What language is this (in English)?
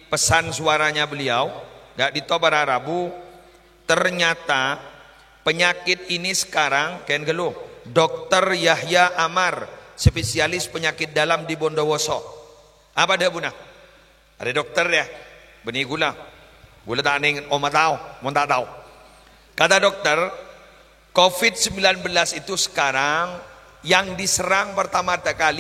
Madurese